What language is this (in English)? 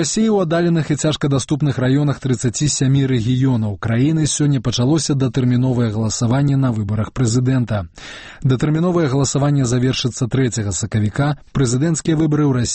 Belarusian